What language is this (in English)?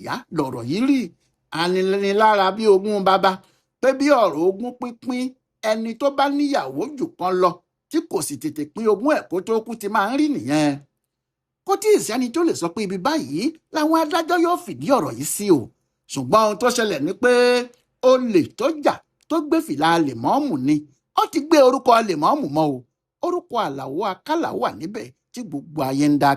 Yoruba